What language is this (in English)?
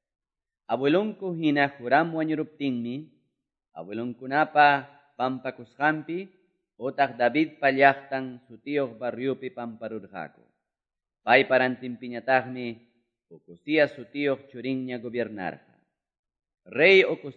Quechua